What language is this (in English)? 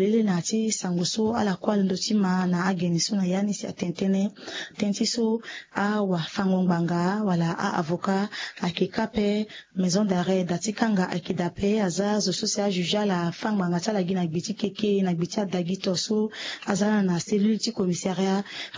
Sango